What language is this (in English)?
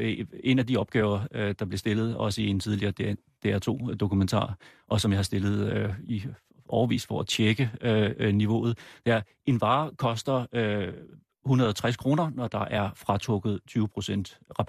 Danish